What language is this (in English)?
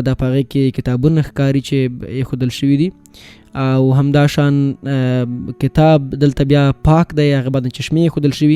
Pashto